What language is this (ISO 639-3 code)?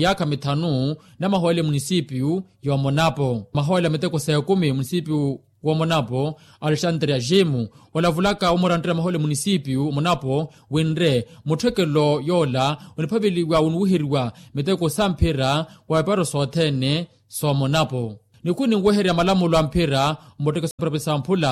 vmw